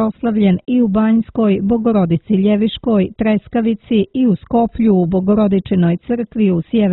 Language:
Serbian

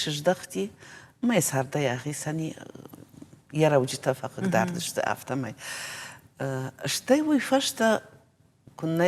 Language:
Ossetic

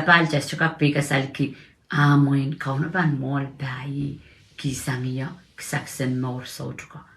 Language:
Pohnpeian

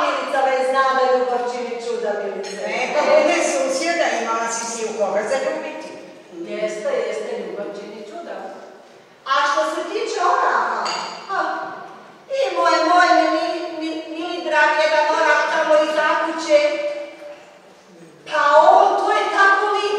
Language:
Croatian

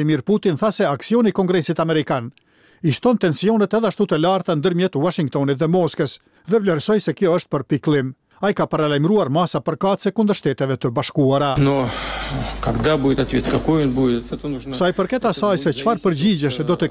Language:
Albanian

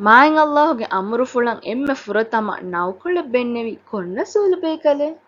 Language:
Divehi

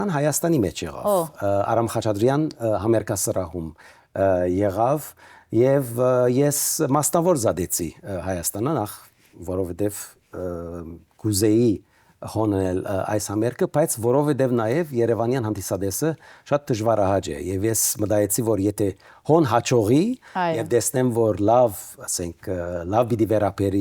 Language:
Western Armenian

